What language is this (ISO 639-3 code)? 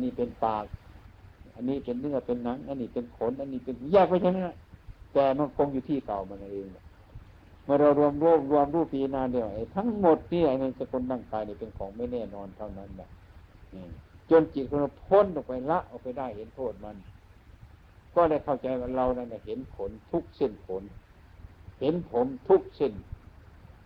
tha